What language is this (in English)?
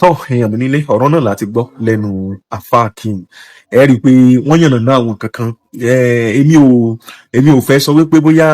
Yoruba